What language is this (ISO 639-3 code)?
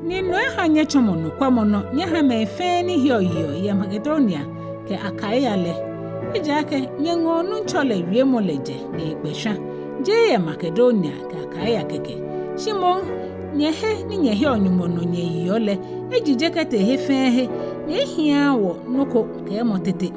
gaa